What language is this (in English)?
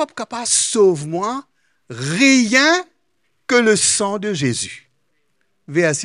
Morisyen